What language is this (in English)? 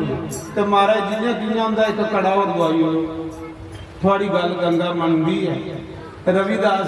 Dogri